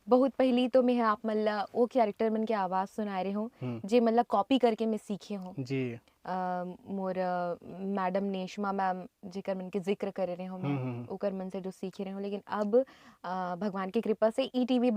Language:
Chhattisgarhi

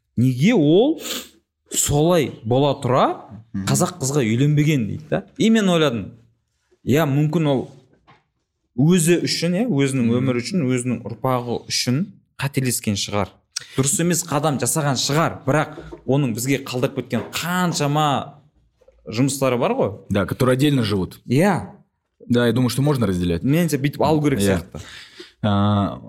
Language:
Kazakh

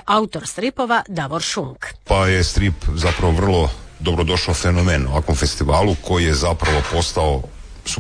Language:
Croatian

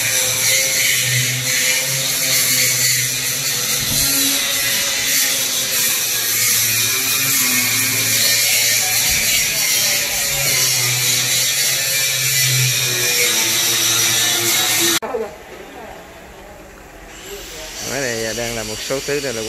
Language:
Vietnamese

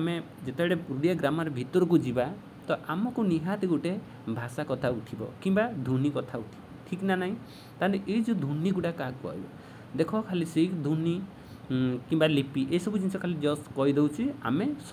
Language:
Odia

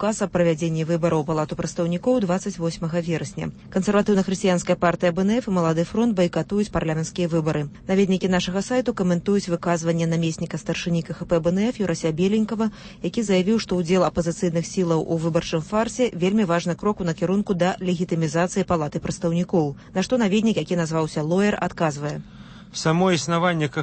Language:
Belarusian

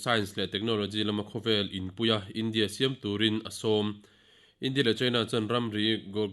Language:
Mizo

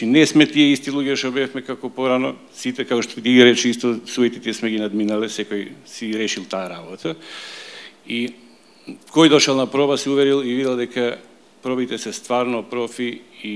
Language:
Macedonian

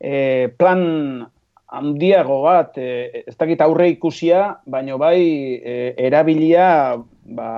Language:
Basque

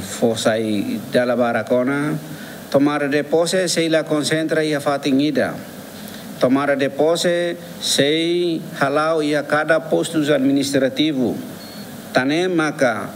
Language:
Tetum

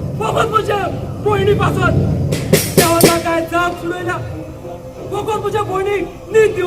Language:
Konkani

